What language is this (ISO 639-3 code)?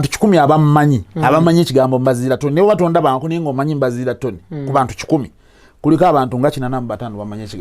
lug